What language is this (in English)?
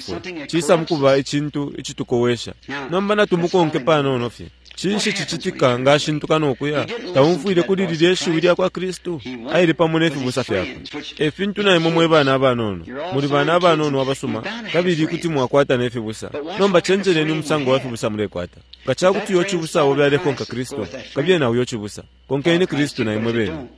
Bemba